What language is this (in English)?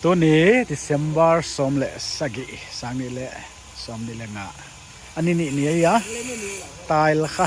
Paite Chin